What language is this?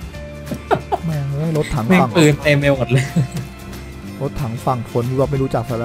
Thai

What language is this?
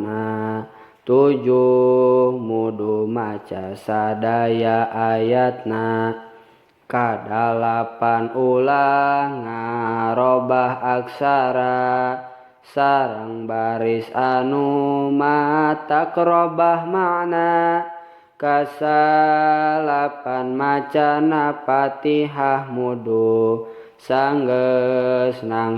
Sundanese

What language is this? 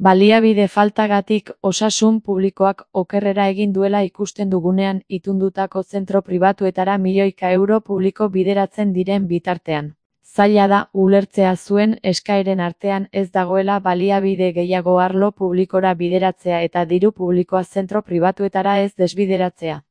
Basque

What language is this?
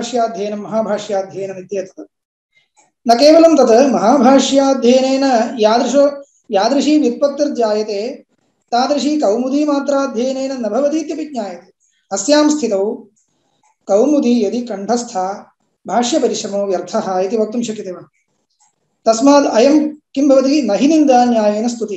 Sanskrit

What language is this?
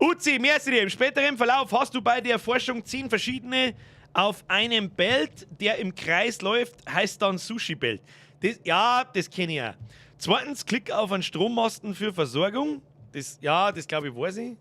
Bavarian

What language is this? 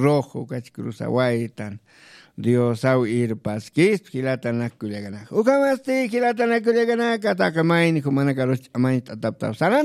Aymara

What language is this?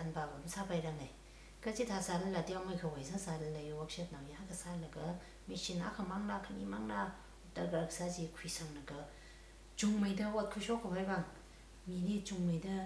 Tangkhul Naga (India)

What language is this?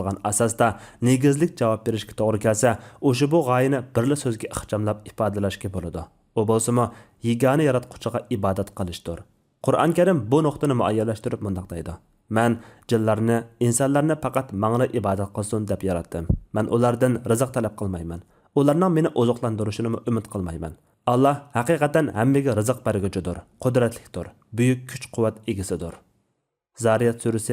Uyghur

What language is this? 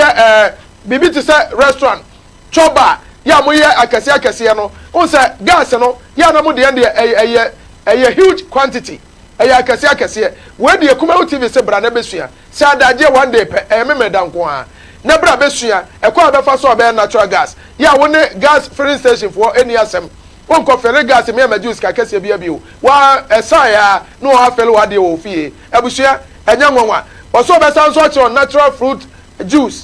Akan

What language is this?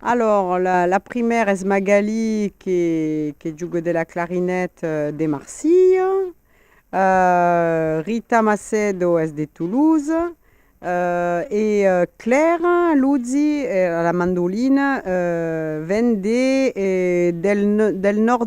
Occitan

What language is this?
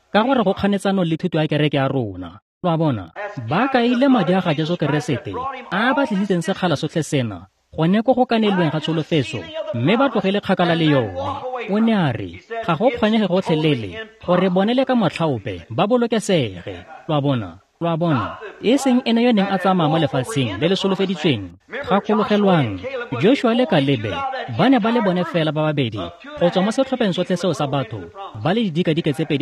Tswana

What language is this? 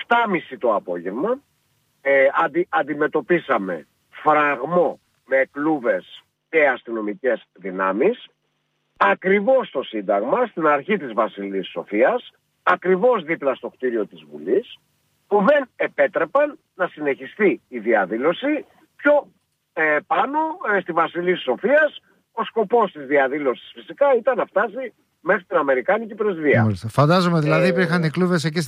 Greek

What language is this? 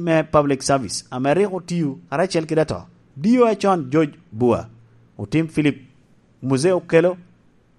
Lango (Uganda)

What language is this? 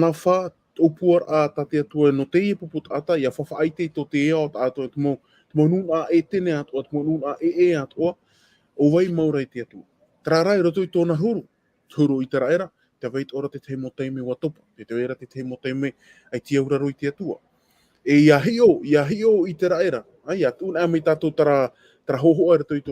Tahitian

